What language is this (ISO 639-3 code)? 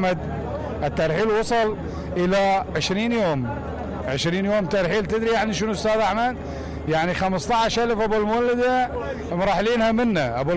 acm